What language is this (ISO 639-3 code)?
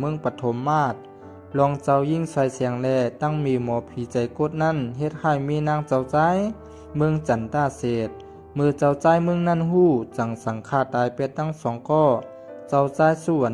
shn